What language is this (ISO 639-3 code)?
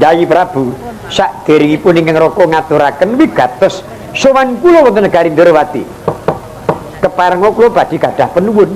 jav